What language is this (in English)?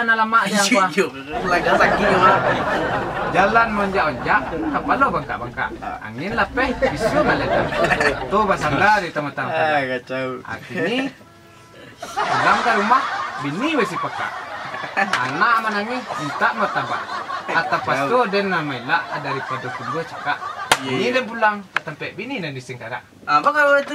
Minangkabau